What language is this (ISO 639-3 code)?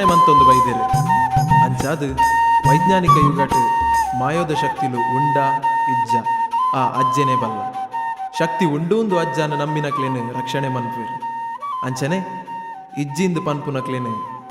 tcy